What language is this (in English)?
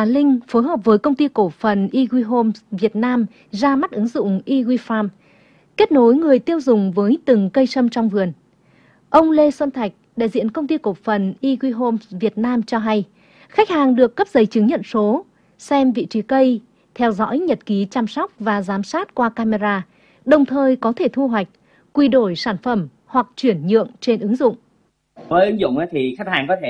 Vietnamese